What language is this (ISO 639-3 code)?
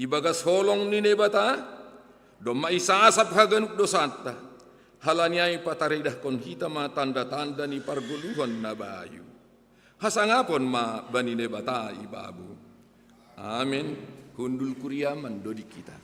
bts